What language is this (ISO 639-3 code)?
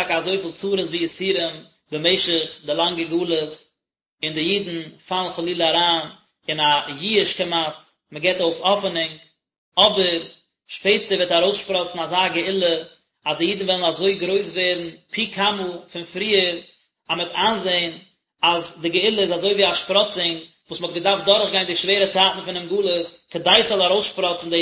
yid